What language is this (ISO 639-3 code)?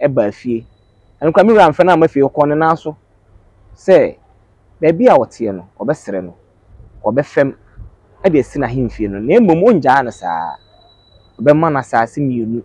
aka